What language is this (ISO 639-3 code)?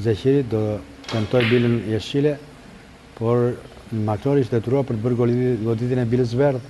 sqi